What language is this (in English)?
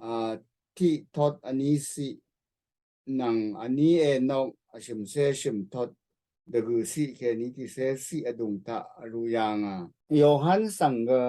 Rawang